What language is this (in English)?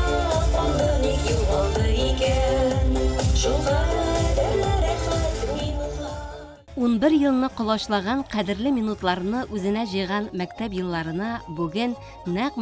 Tatar